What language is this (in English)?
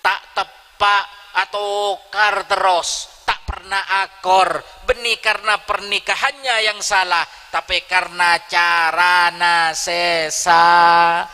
Madurese